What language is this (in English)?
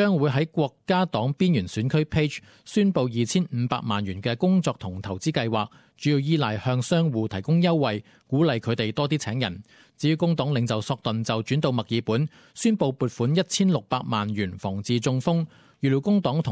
Cantonese